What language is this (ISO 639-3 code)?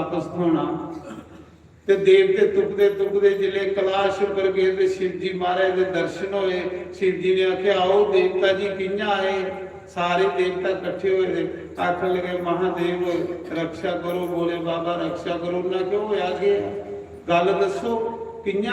doi